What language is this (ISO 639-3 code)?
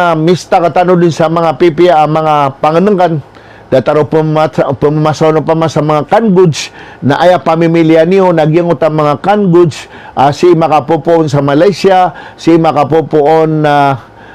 mrw